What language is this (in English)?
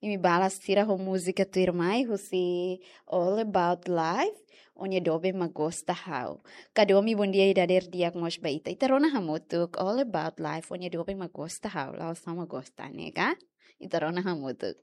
Tetum